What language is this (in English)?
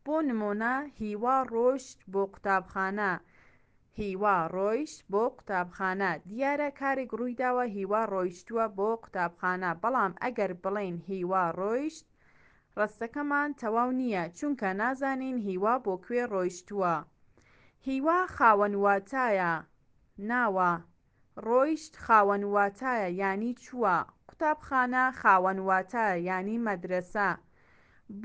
Central Kurdish